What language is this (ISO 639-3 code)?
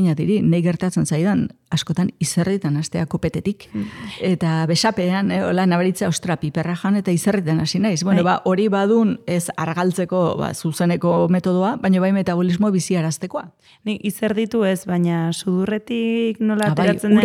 eus